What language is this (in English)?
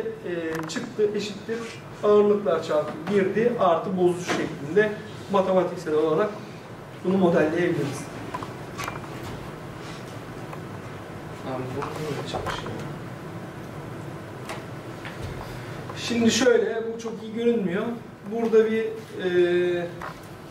Turkish